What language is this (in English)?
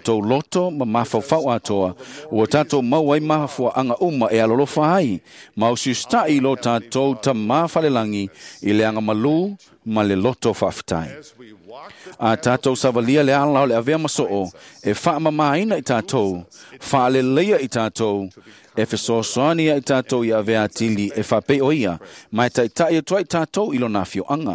Samoan